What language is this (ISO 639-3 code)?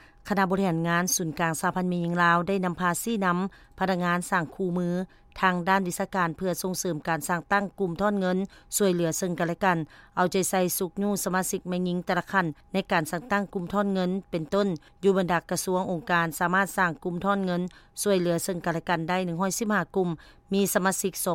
lao